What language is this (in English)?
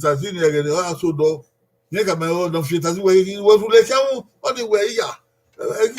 Bini